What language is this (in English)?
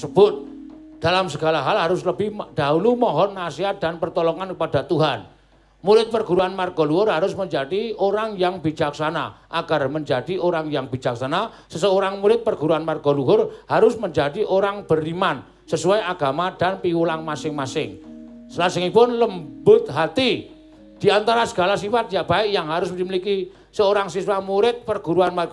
Javanese